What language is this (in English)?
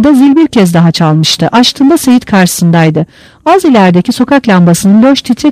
Turkish